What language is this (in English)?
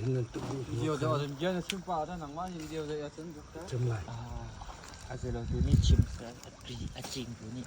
Hakha Chin